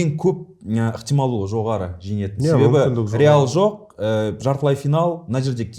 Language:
Kazakh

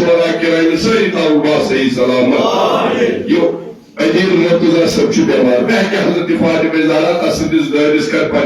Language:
Kashmiri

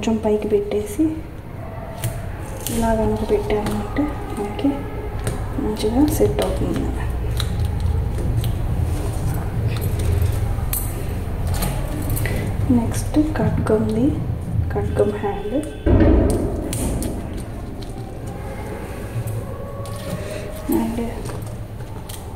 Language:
Telugu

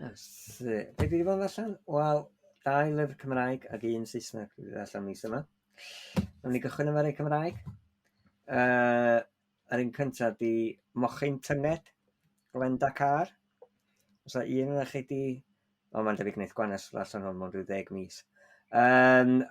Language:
Welsh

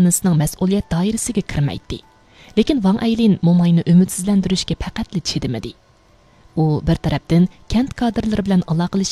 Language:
Uyghur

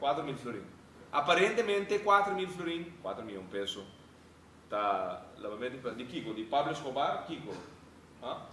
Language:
Papiamento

